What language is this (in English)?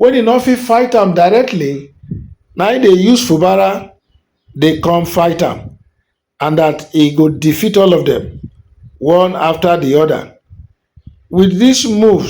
Nigerian Pidgin